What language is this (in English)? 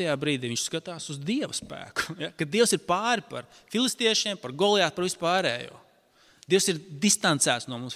Latvian